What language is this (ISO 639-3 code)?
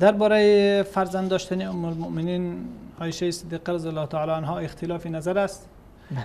fas